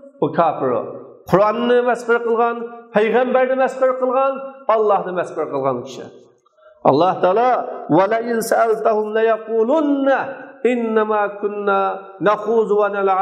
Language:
Uyghur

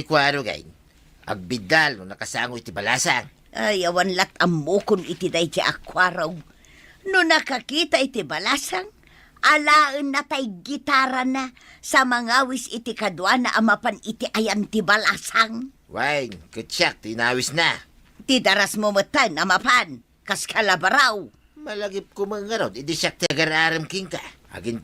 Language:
Iloko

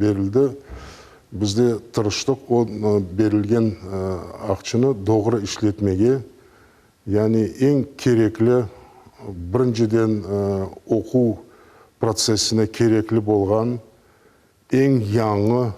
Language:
Crimean Tatar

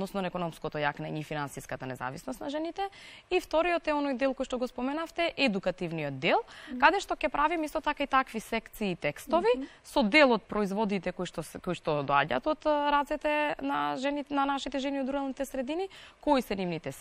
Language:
Macedonian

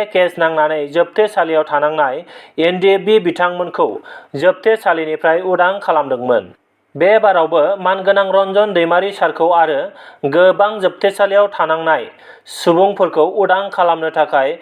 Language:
Bodo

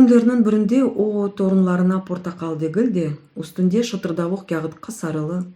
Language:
Crimean Tatar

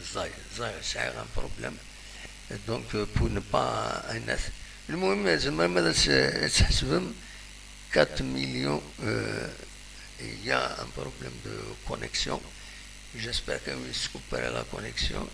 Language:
Kabyle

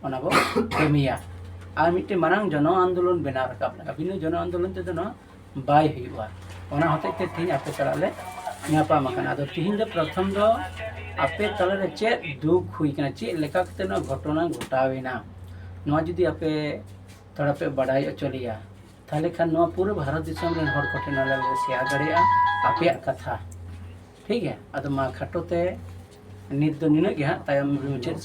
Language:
Santali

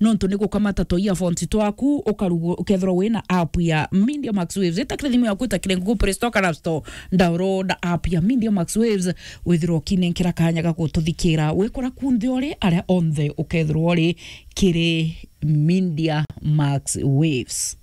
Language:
Meru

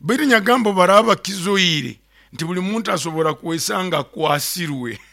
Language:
Nyoro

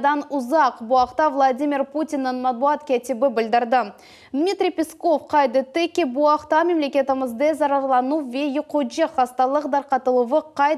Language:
Crimean Tatar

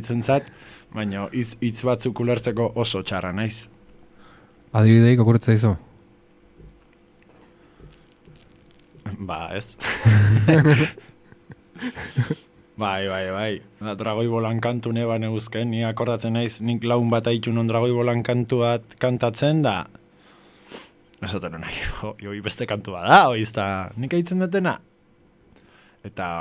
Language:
Basque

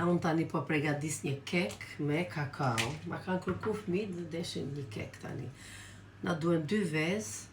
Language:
Albanian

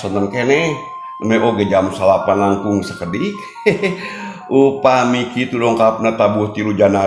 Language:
Sundanese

